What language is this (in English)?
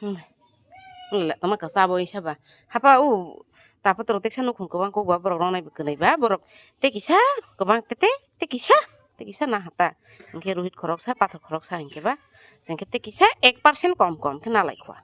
Kok Borok